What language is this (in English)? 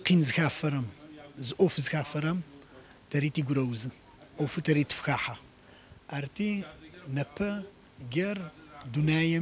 Adyghe